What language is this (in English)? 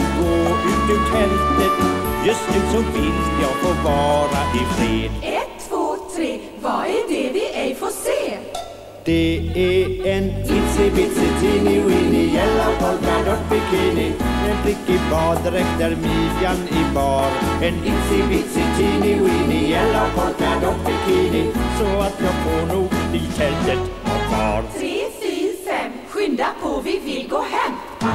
Swedish